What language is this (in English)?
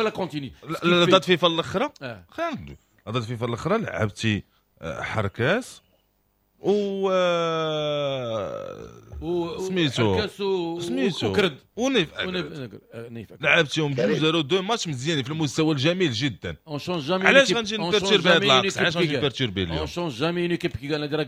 Moroccan Arabic